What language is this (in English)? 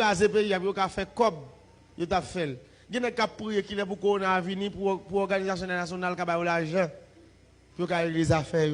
Haitian Creole